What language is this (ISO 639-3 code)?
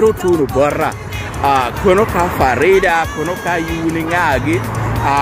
laj